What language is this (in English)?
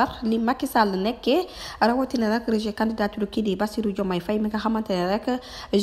Wolof